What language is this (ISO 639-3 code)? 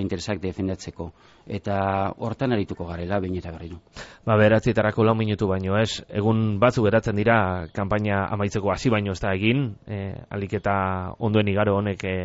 eus